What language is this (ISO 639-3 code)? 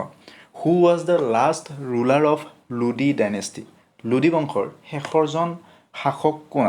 asm